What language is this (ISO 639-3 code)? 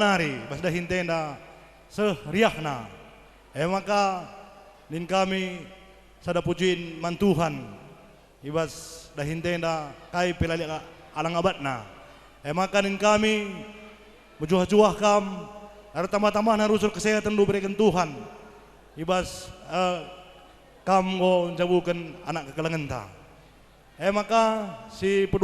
btx